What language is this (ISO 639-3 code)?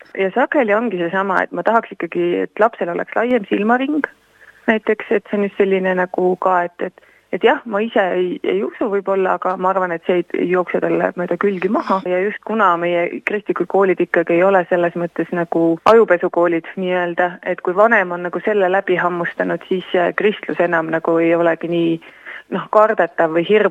est